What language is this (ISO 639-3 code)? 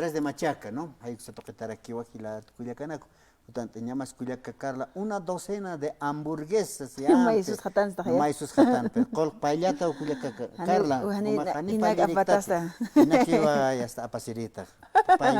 aym